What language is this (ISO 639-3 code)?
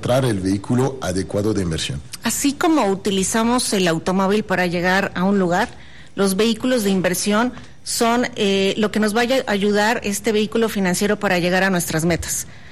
spa